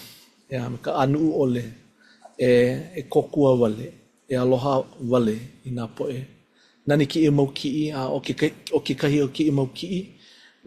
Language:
Hawaiian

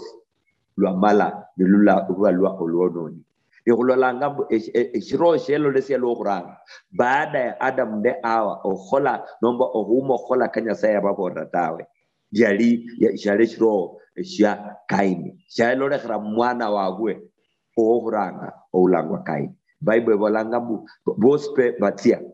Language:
Luyia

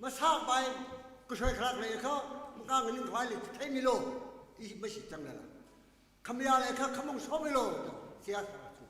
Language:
Tangkhul Naga (India)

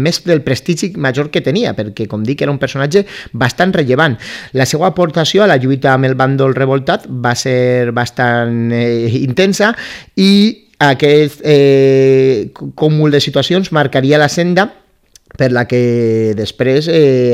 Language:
Catalan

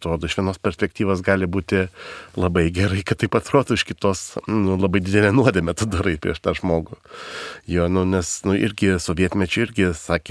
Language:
Lithuanian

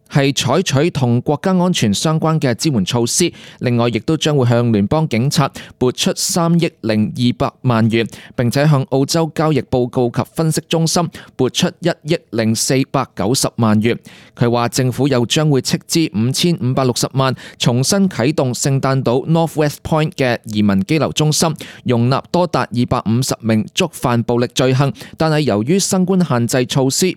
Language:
Cantonese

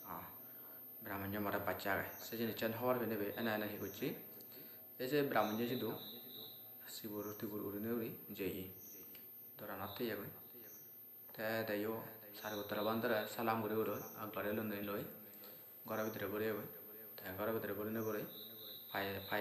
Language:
Assamese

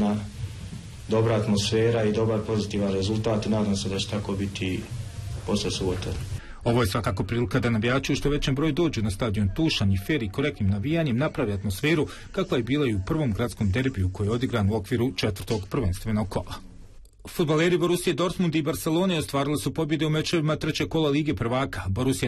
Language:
Bosnian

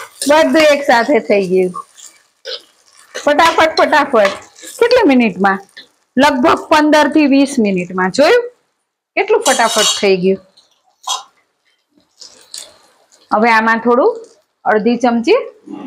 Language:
Gujarati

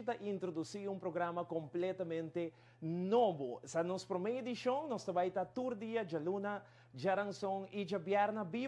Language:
Papiamento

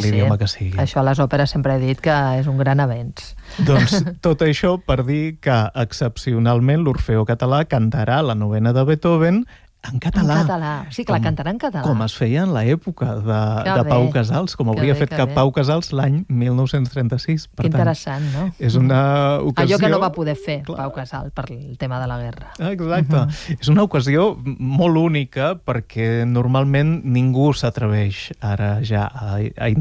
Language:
Catalan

